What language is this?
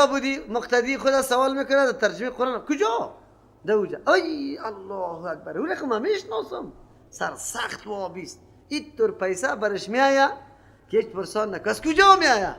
Persian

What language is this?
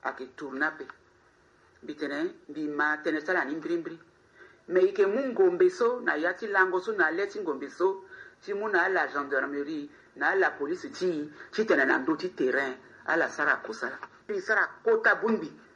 Sango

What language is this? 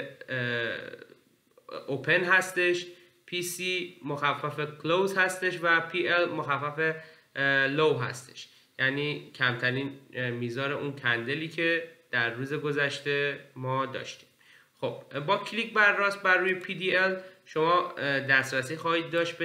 Persian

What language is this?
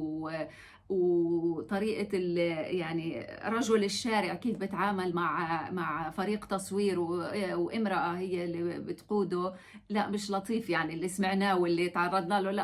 North Levantine Arabic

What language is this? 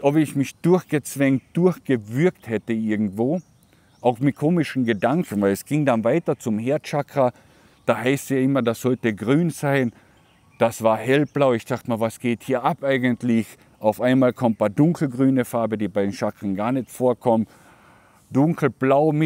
German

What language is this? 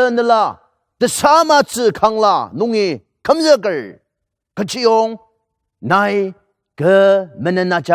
Ao Naga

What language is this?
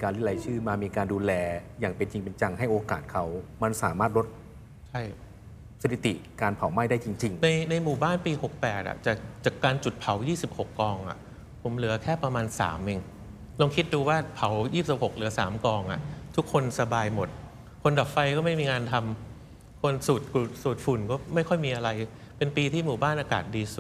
Thai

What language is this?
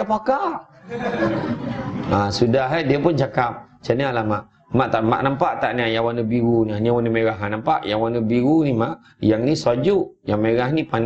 Malay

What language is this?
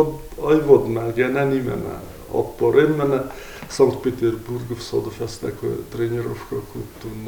Ossetic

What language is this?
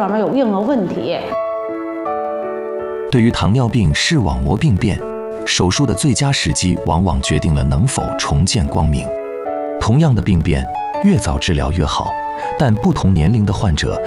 Chinese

